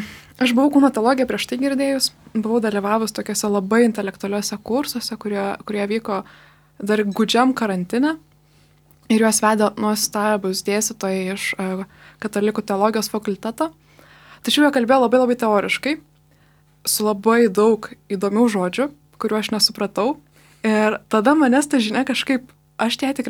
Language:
Lithuanian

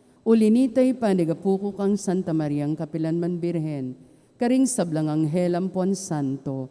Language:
Pampanga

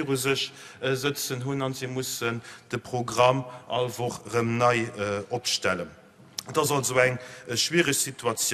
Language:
Luxembourgish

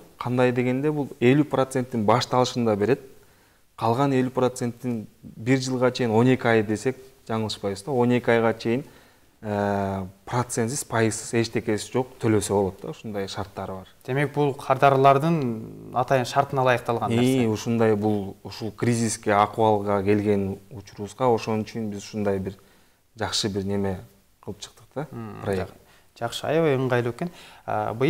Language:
Kyrgyz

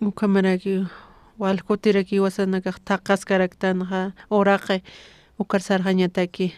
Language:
Aymara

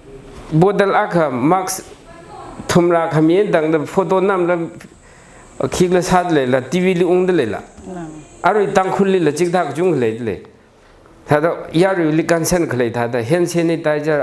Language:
Tangkhul Naga (India)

